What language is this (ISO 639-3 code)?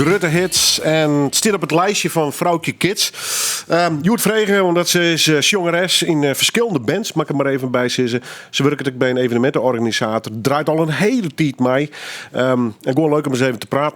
fry